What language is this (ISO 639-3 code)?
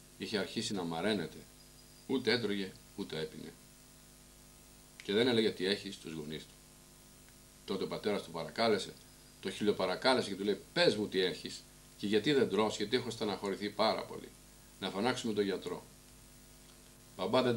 ell